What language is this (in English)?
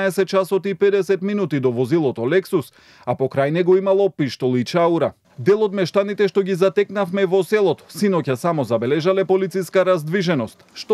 Macedonian